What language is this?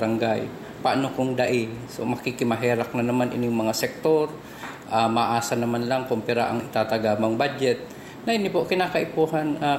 Bikol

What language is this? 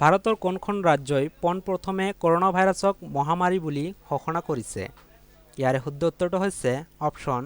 Assamese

